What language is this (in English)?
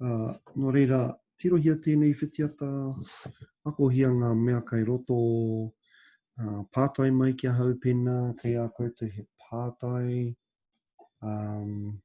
Māori